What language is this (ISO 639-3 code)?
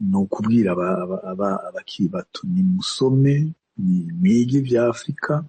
run